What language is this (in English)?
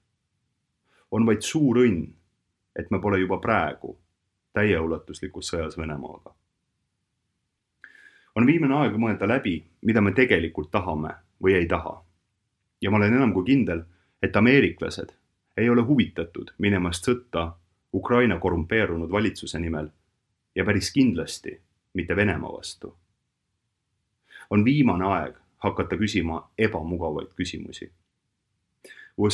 Estonian